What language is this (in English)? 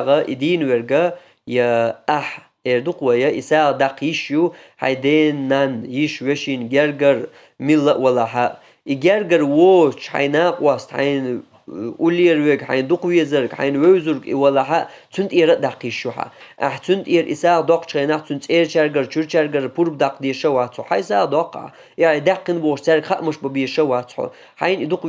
Chechen